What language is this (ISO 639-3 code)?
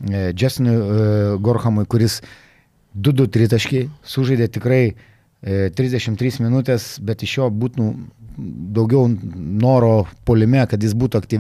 lit